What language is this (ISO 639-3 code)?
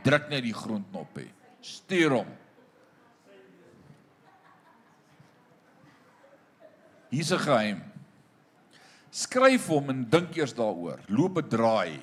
afr